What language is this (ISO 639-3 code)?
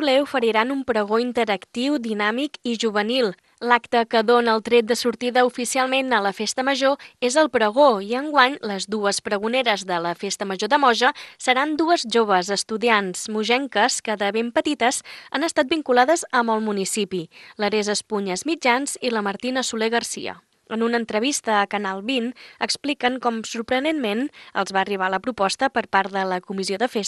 cat